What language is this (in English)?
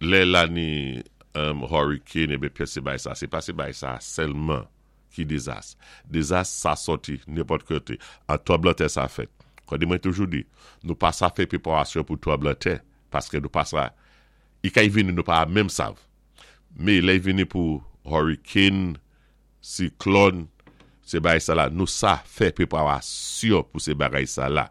Saint Lucian Creole French